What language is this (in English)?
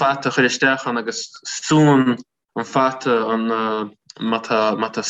Irish